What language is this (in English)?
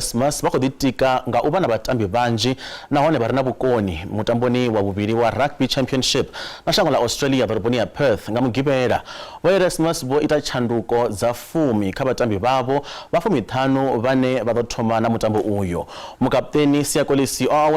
Venda